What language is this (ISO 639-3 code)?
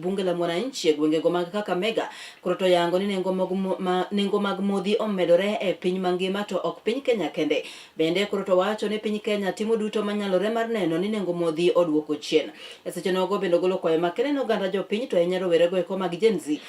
luo